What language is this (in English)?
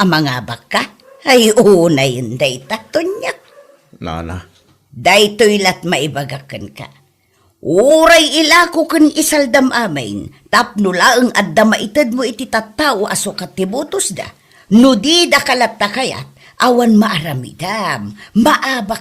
Iloko